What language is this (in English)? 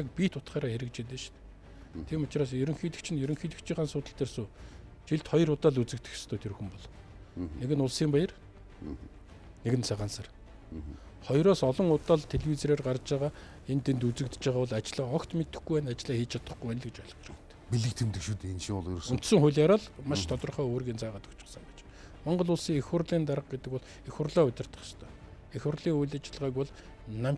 Mongolian